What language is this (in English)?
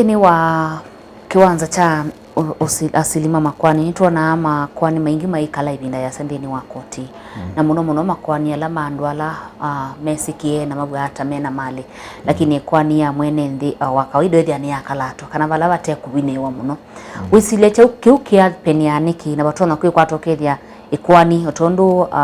Kamba